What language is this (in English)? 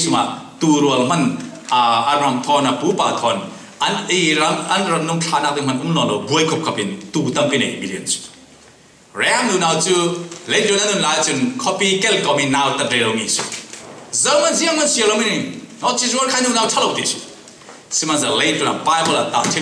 Falam Chin